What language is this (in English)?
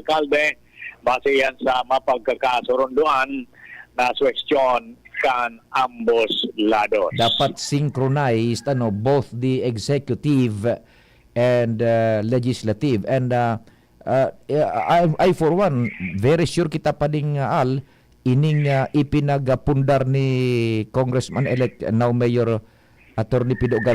Bikol